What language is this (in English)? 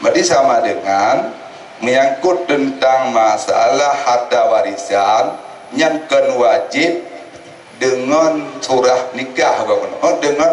Achinese